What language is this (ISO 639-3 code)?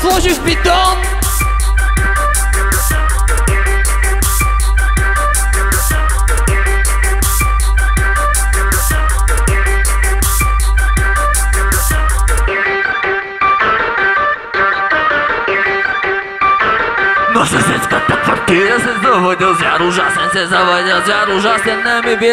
bul